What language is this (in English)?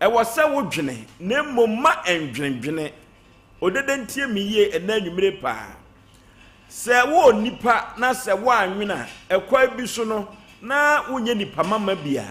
Akan